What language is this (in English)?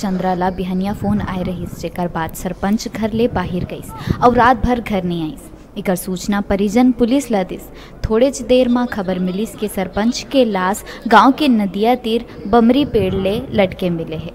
Chhattisgarhi